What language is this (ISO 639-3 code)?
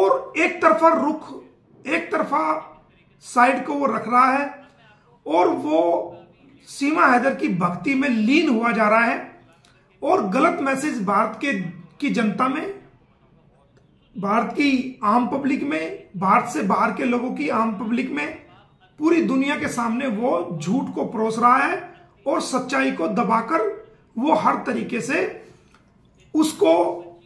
hin